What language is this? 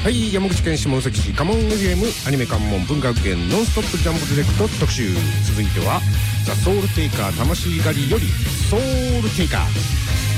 Japanese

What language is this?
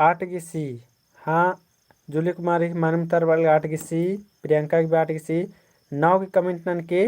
Kurukh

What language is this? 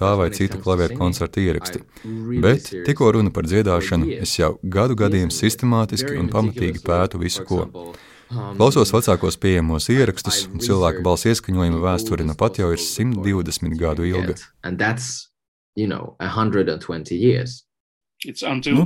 Latvian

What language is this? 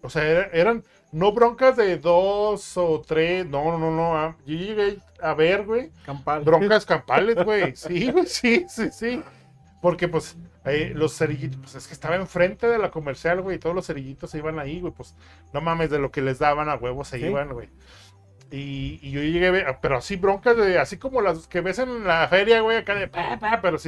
Spanish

